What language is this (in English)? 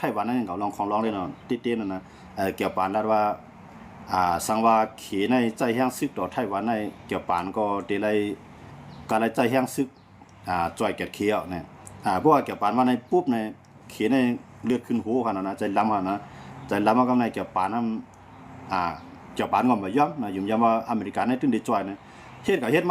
Shan